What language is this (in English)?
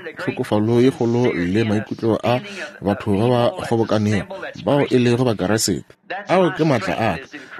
Northern Sotho